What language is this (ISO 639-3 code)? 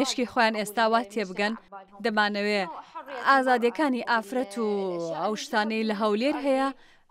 ckb